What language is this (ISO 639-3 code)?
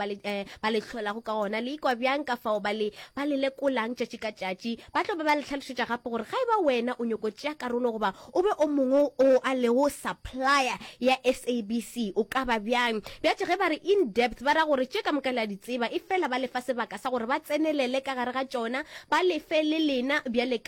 nso